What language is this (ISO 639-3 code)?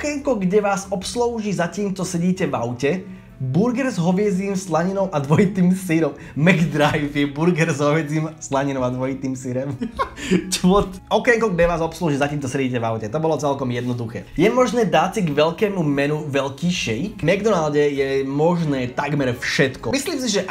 slk